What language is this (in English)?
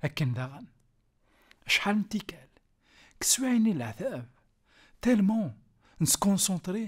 Kabyle